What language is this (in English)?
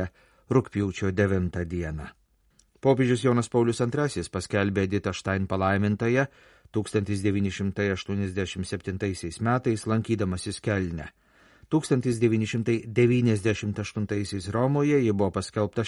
Lithuanian